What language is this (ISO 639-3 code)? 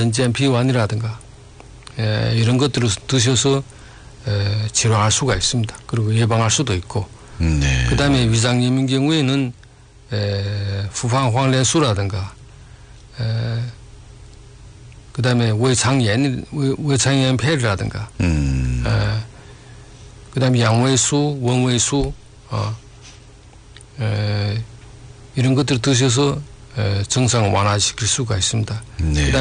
kor